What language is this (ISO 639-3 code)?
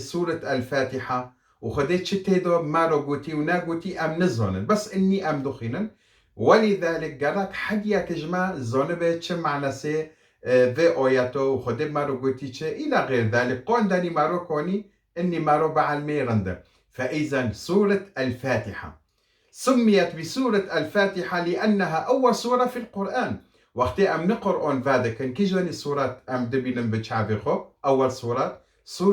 kur